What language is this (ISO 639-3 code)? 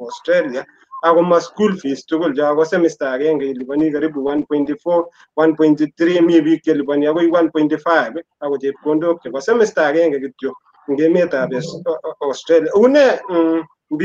kln